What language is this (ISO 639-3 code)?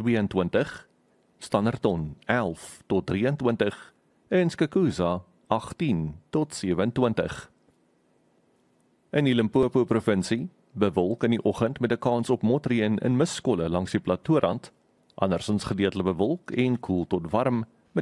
afr